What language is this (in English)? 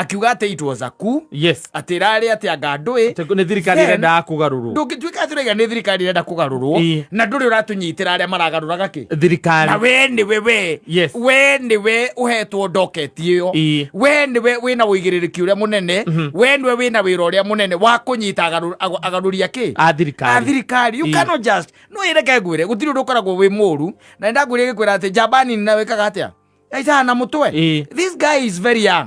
Kikuyu